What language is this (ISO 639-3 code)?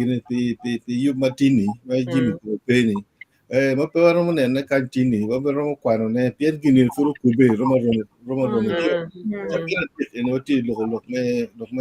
ach